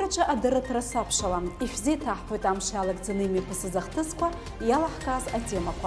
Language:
Abkhazian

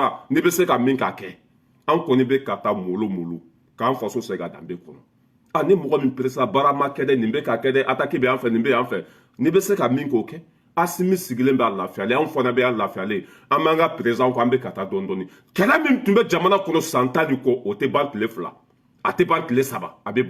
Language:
Bambara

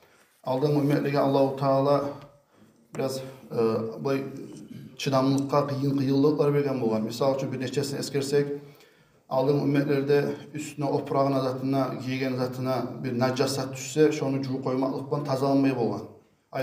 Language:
Kumyk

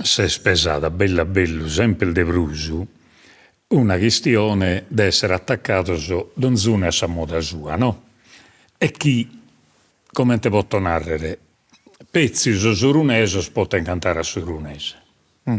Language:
Sardinian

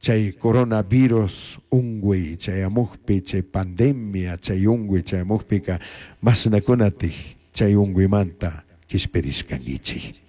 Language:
Chimborazo Highland Quichua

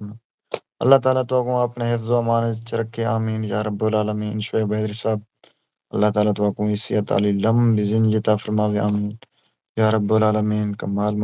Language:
Saraiki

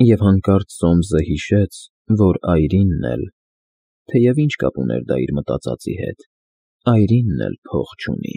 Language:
Armenian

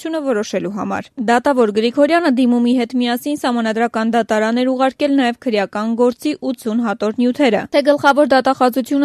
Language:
Armenian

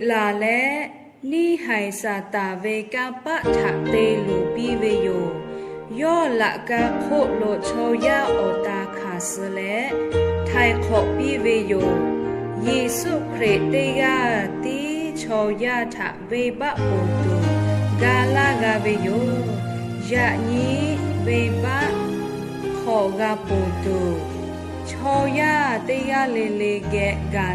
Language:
Lahu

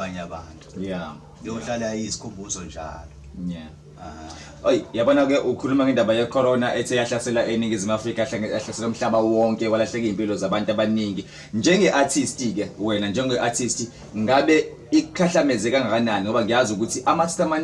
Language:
Zulu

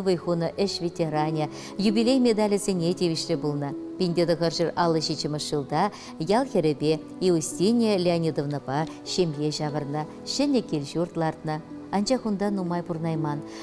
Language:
Chuvash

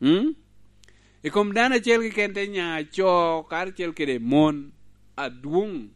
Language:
Lango (Uganda)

